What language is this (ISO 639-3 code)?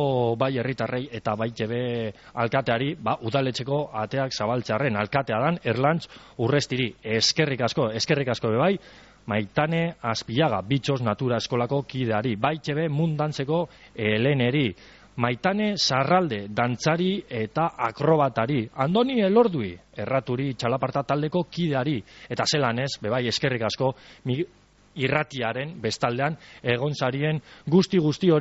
eus